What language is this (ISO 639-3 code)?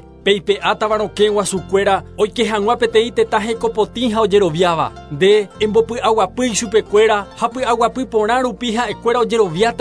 grn